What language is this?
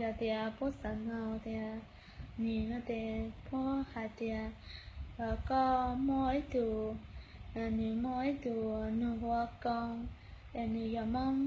Hmong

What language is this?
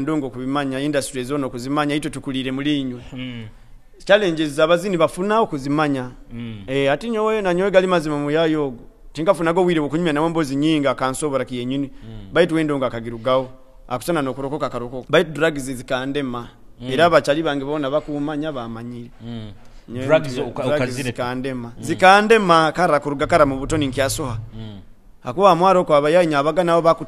Nyoro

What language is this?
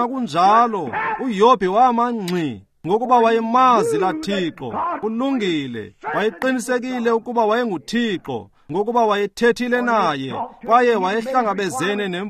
Xhosa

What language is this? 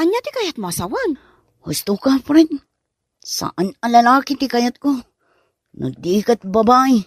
Iloko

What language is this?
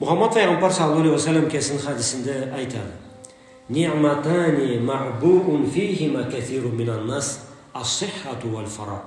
Karachay-Balkar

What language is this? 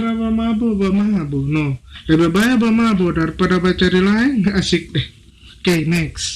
Manado Malay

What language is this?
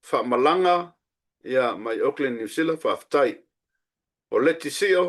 Samoan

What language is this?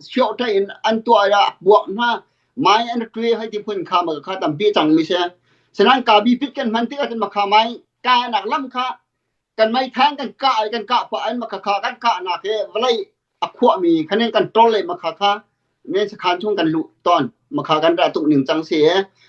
Hakha Chin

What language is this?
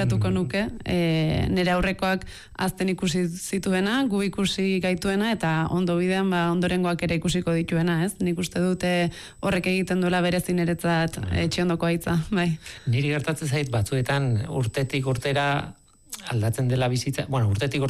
Basque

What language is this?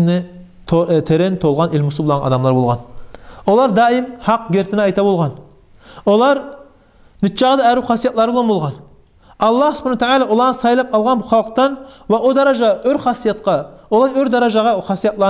Kumyk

